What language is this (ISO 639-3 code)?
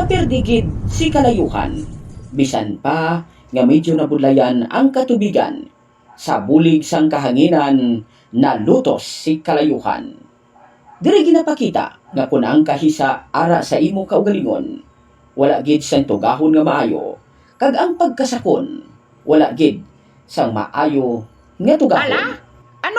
hil